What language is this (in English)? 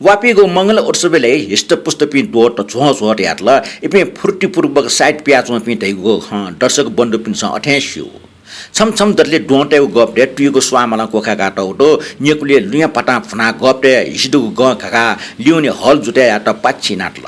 Newari